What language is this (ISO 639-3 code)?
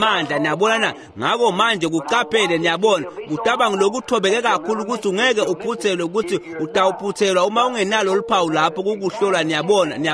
ssw